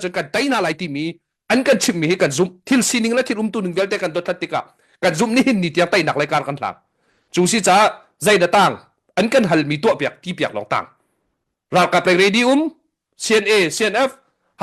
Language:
Hakha Chin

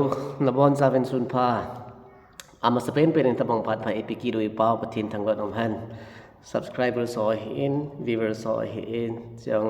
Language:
Thado Chin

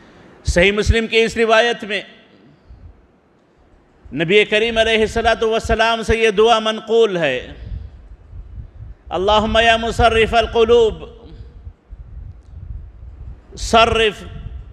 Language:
Urdu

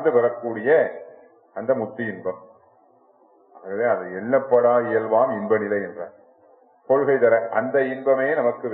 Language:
Tamil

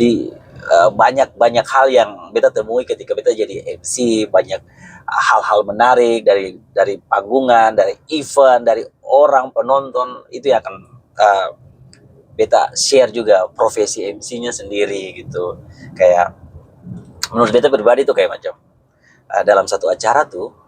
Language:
Ambonese Malay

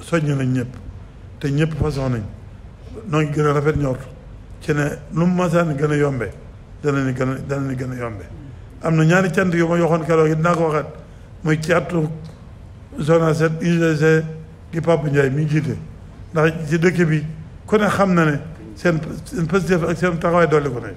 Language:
Wolof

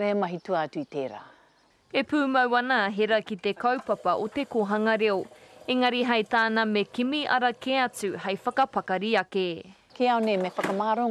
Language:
Māori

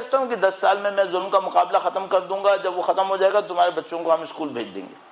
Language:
Urdu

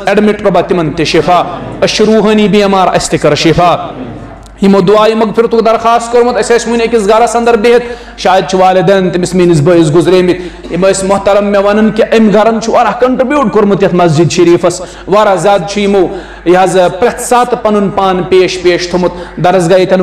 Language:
Kashmiri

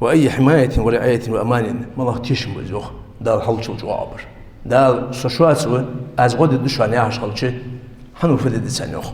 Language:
Ingush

